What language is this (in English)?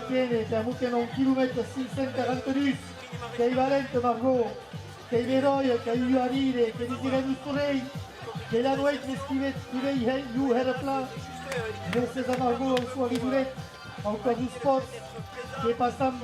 Occitan